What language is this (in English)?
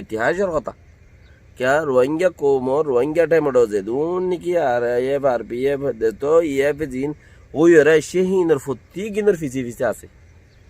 Rohingya